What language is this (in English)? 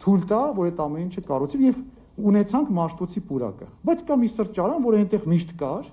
Armenian